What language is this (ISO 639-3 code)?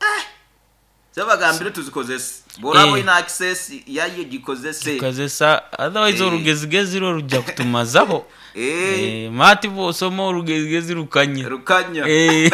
nyo